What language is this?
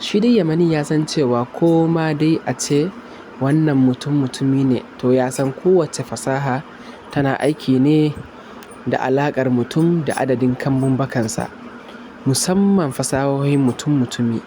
Hausa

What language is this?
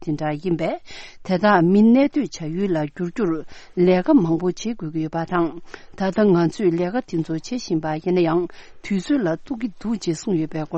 Tibetan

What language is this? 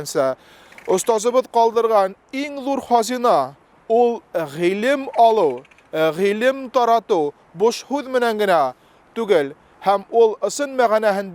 Bashkir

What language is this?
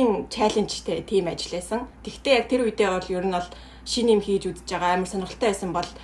Mongolian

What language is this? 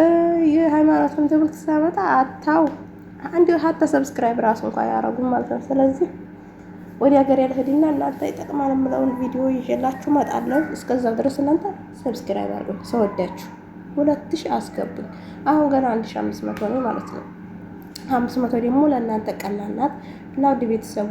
Amharic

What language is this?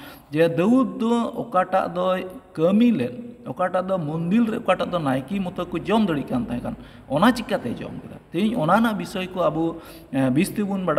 Santali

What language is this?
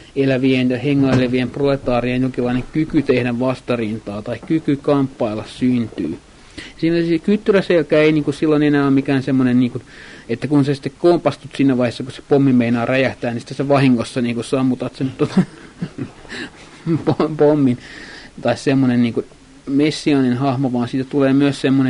Finnish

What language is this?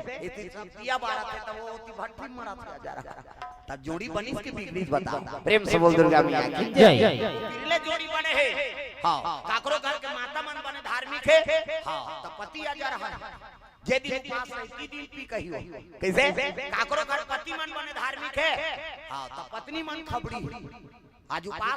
Chhattisgarhi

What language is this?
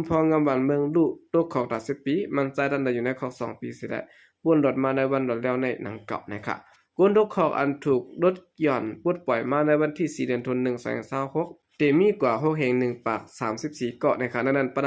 Shan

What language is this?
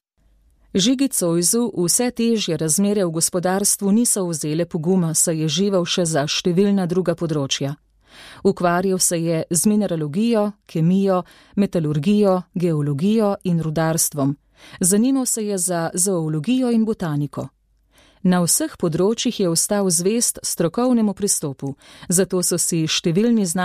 Slovenian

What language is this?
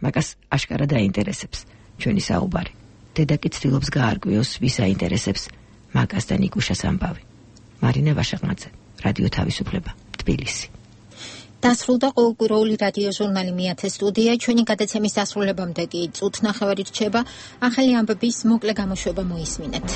Georgian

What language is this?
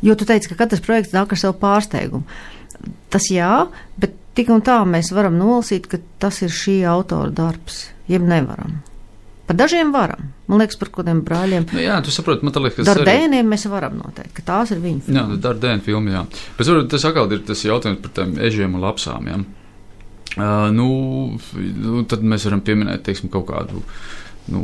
Latvian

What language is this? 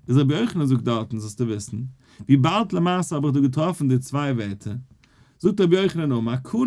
Yiddish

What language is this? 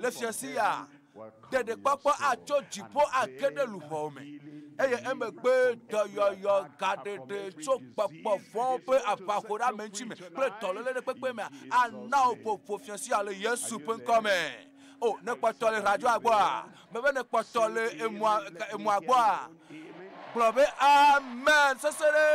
Ewe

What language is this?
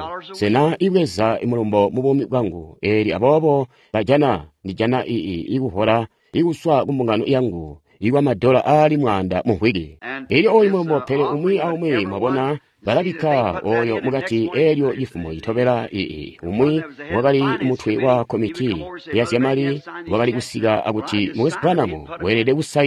Tonga (Zambia)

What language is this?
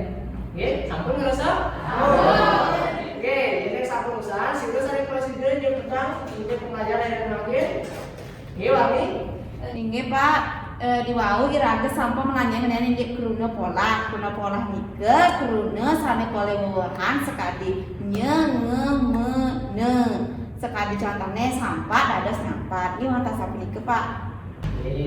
Balinese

